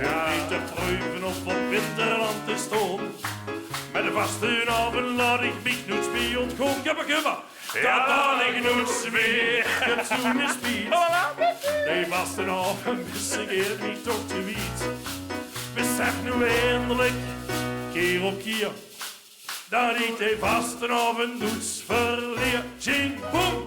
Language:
Limburgish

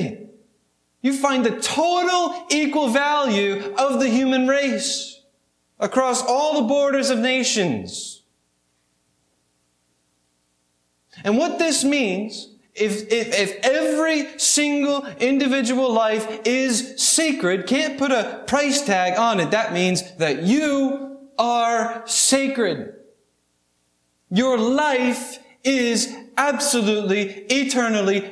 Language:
English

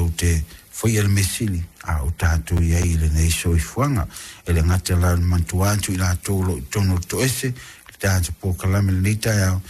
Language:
Samoan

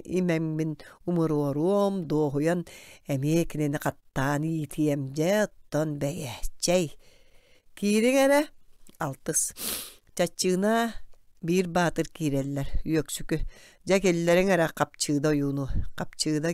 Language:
Yakut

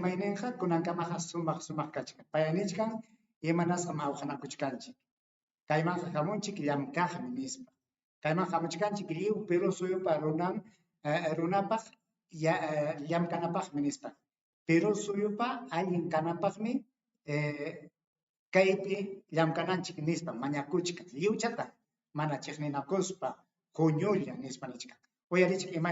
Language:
Ayacucho Quechua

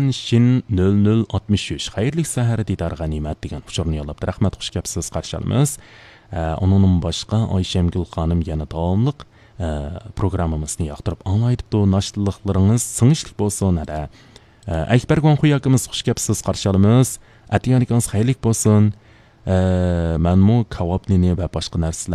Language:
Uyghur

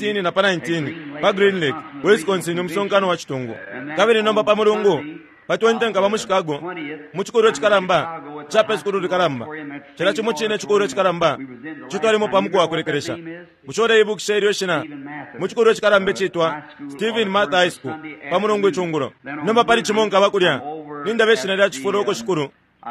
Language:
Bemba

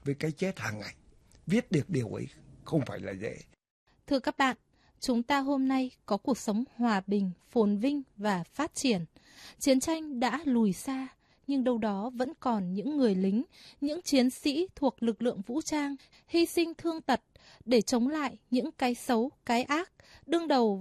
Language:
Vietnamese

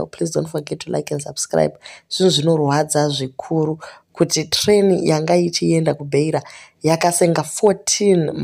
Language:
Shona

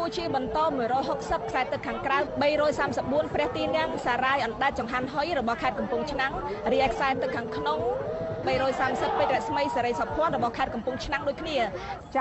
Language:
Khmer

